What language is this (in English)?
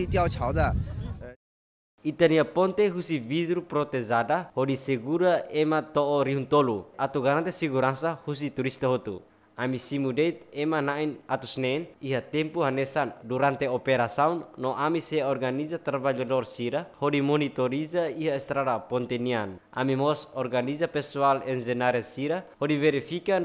Tetum